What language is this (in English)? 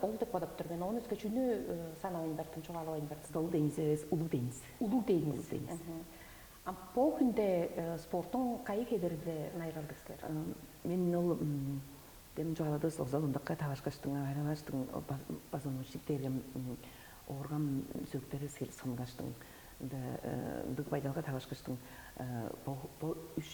Tuvinian